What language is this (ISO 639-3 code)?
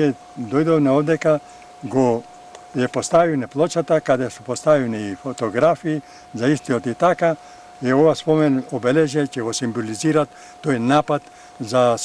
mkd